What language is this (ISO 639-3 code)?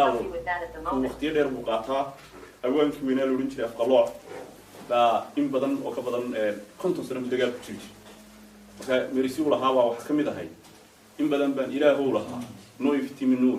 som